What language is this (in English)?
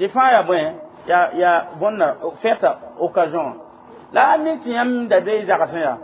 Mossi